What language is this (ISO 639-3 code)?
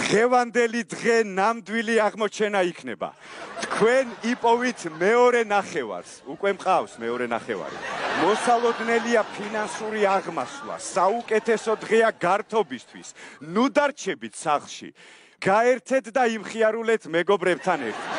kat